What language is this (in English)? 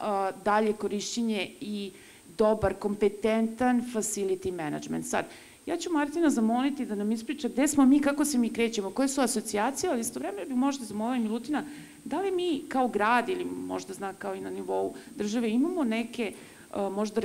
Serbian